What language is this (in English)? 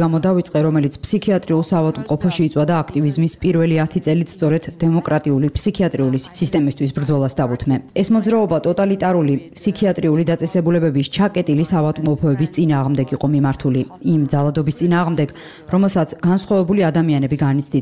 Georgian